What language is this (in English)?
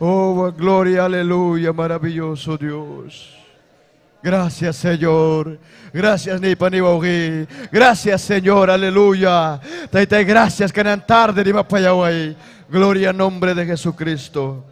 Ayacucho Quechua